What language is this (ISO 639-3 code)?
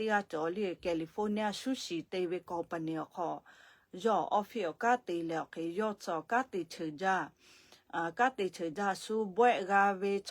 lhu